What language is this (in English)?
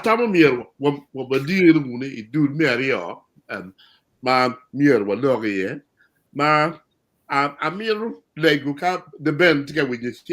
Acoli